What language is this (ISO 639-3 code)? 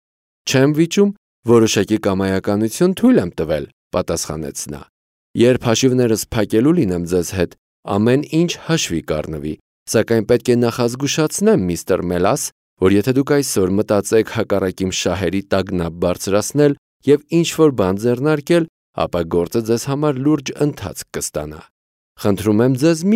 hye